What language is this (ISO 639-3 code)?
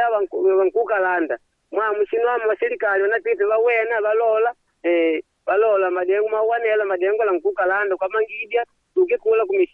kde